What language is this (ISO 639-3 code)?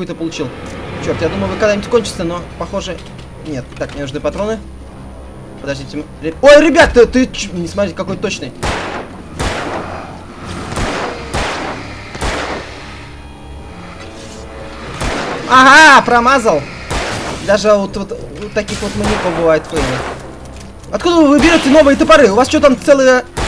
rus